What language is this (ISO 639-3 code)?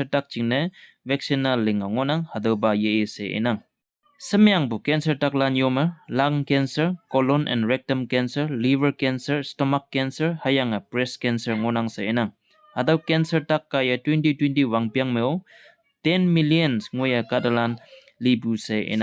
nbe